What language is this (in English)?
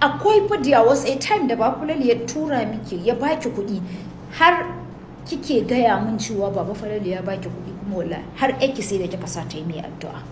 Hausa